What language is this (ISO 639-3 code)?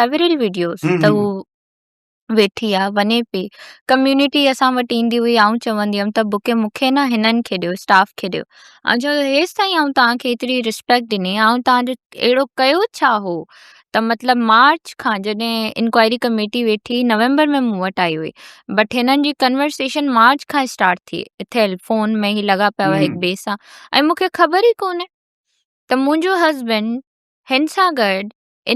snd